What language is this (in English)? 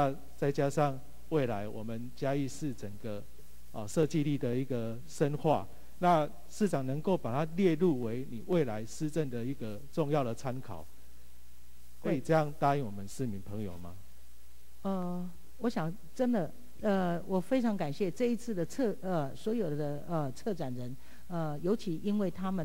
Chinese